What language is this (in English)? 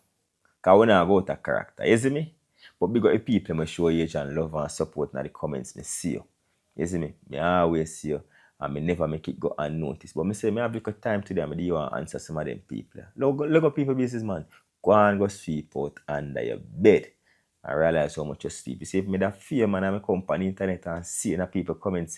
Jamaican Creole English